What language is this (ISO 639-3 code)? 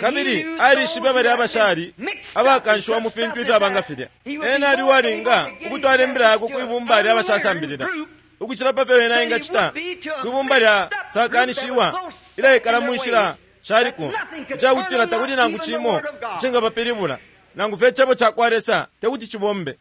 bem